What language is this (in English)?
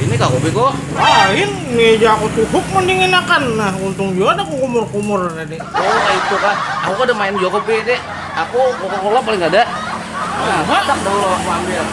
Banjar